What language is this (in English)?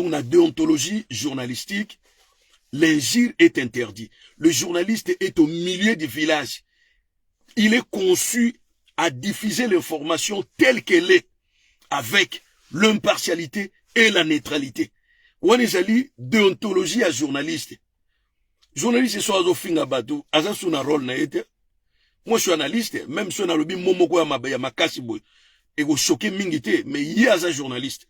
Lingala